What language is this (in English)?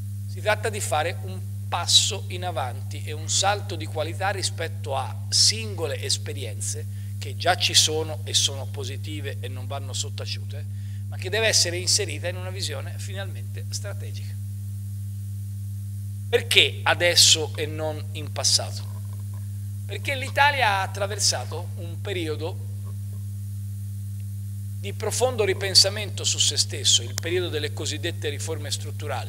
Italian